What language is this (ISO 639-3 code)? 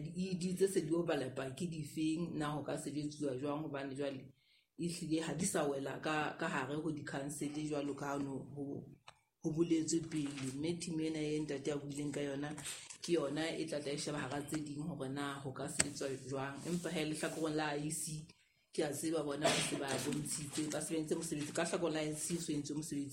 sot